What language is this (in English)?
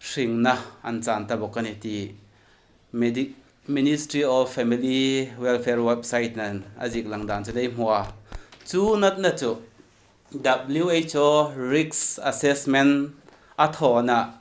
Hmar